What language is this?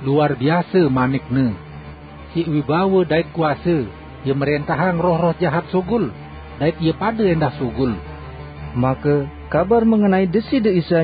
Sasak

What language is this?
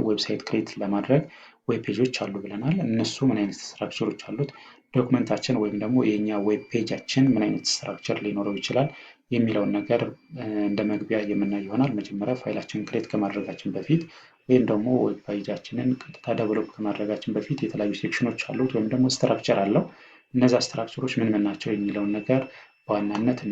Amharic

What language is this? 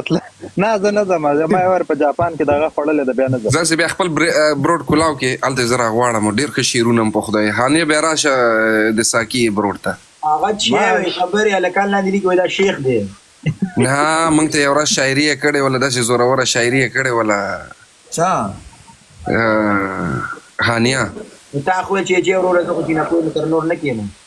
Pashto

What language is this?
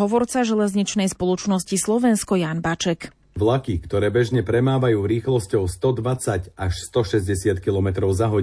Slovak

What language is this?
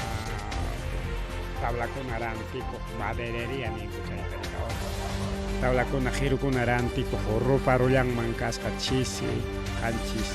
Ayacucho Quechua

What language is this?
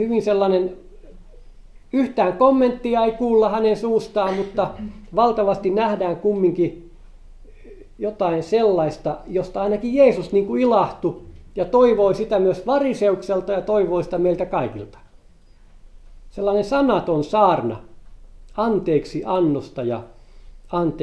Finnish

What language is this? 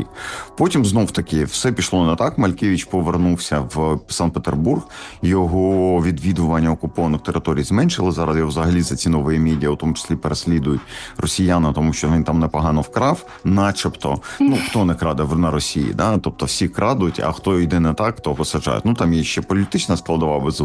Ukrainian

